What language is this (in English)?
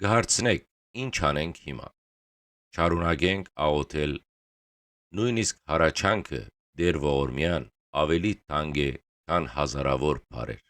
Western Armenian